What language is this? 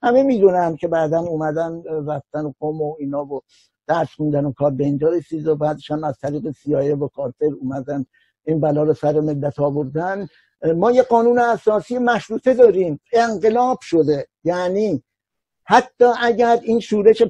Persian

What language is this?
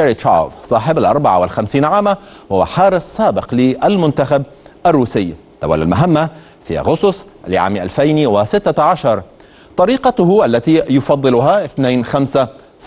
Arabic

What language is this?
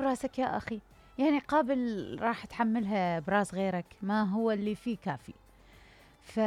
Mesopotamian Arabic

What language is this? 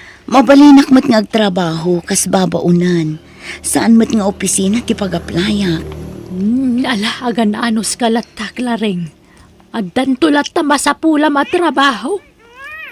Iloko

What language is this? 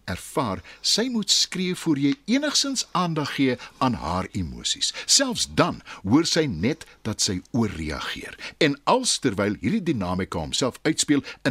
Afrikaans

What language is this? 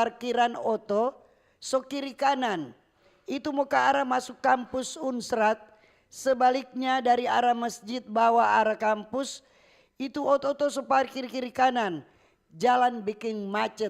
Manado Malay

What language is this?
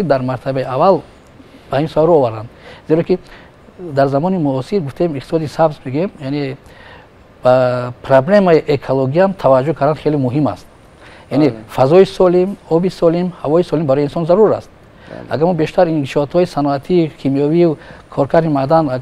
Tajik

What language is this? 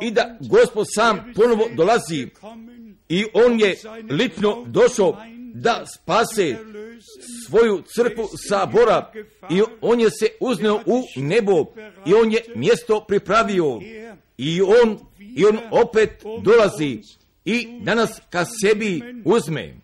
Croatian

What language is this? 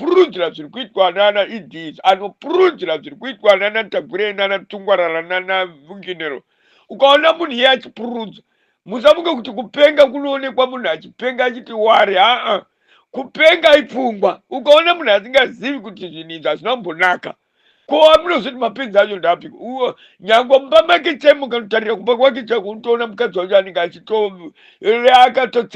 Shona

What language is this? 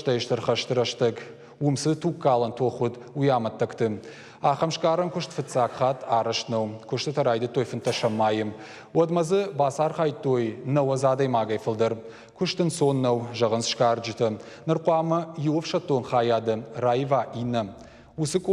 Ossetic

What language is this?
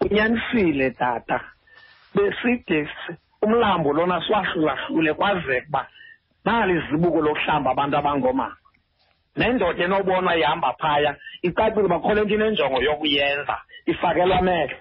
Xhosa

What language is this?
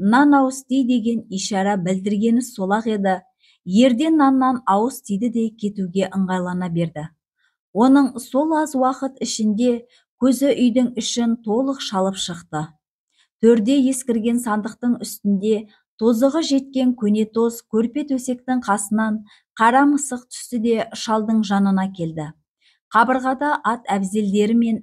Kazakh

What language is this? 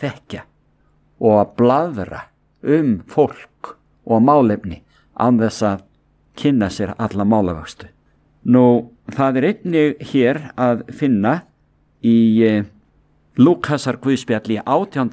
Icelandic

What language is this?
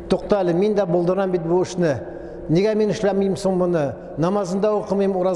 Tatar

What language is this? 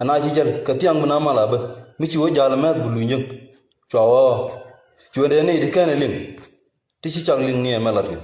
Nuer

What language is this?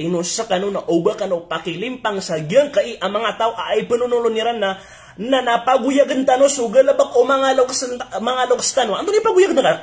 Maranao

